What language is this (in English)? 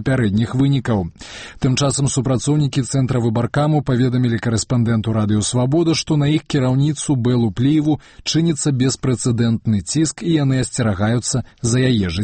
Belarusian